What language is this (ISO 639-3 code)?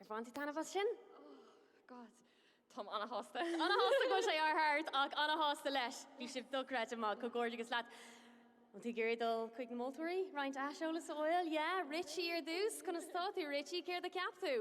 gle